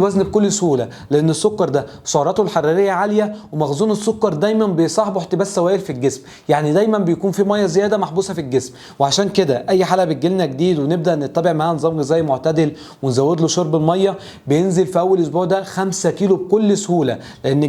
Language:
Egyptian Arabic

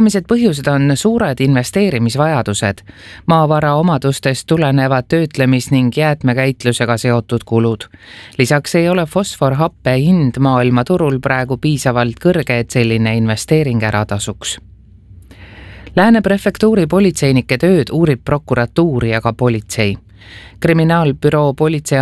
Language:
Estonian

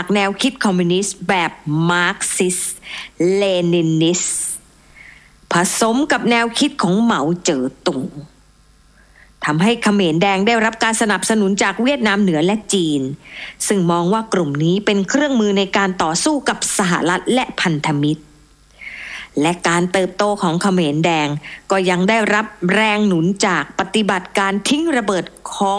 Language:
Thai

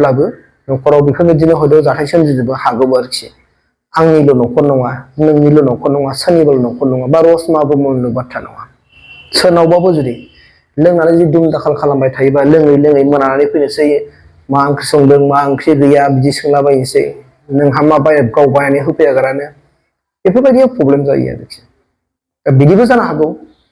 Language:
Bodo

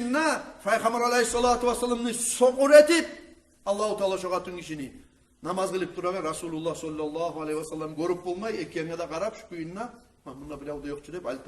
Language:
Kumyk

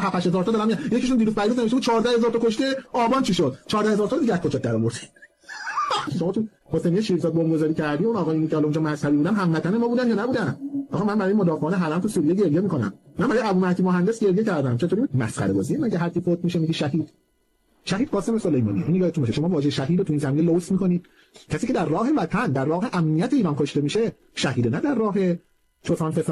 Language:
Persian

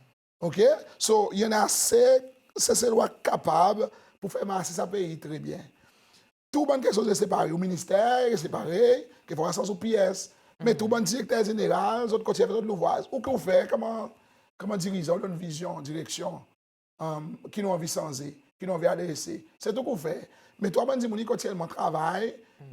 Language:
Seselwa Creole French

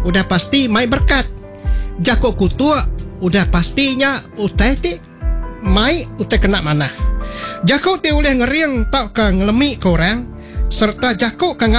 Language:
Iban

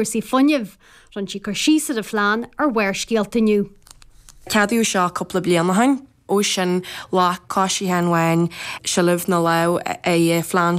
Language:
Irish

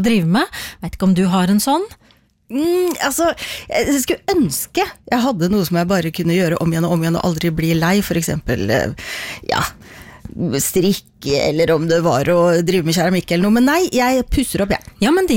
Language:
Norwegian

